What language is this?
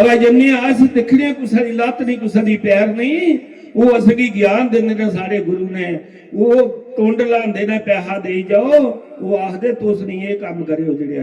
Dogri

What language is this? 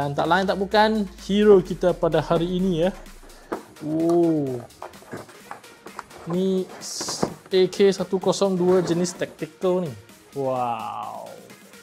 Malay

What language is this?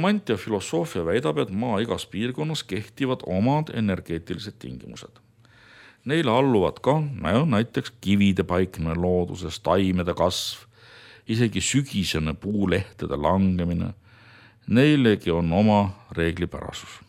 Estonian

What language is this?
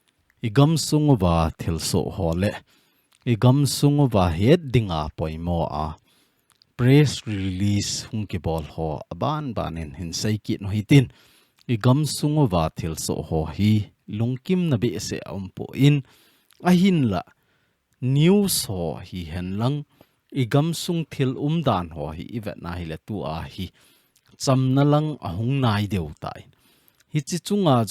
Thado Chin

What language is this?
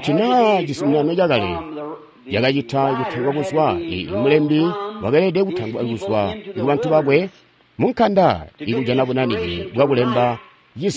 Tonga (Zambia)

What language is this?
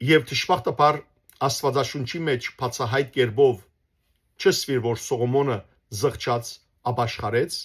Western Armenian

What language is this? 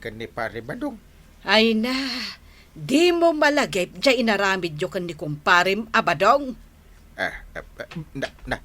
Iloko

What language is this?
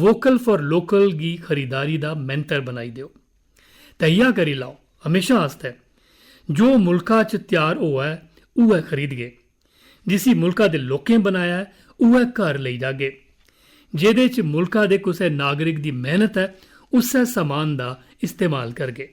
Dogri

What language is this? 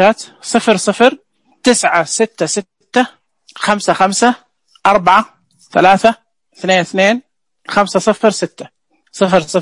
Najdi Arabic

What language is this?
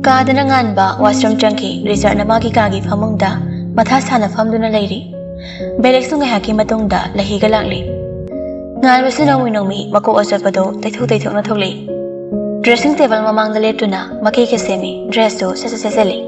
Manipuri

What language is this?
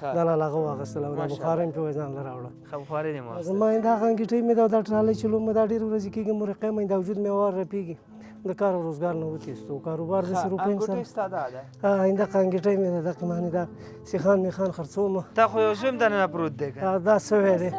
Pashto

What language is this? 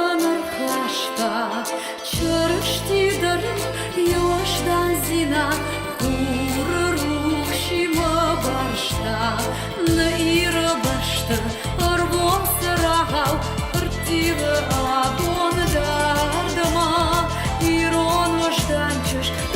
Ossetic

